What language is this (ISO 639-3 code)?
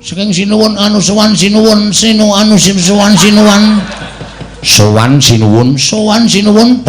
jav